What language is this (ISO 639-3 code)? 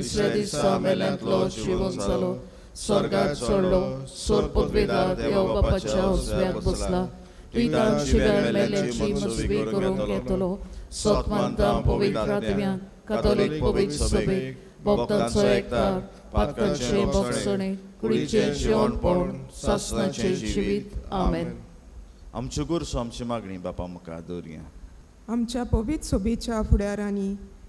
kok